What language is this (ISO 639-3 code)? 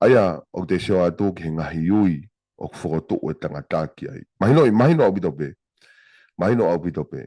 ton